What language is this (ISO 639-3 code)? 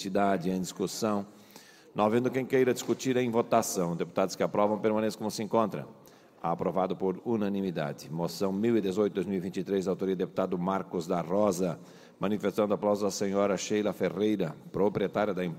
por